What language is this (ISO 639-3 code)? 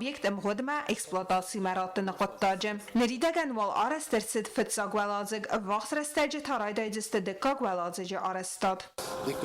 oss